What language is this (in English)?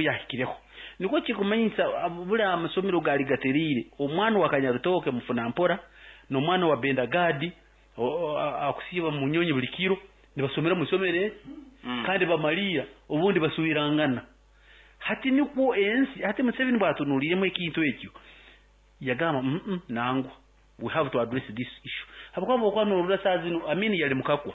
Nyoro